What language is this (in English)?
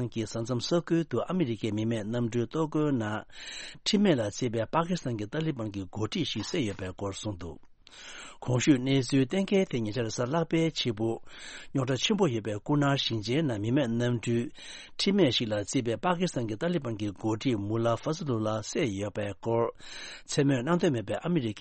Tibetan